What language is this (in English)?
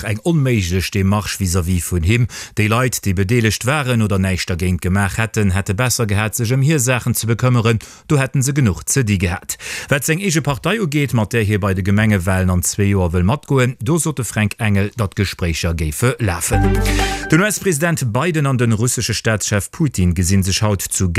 Luxembourgish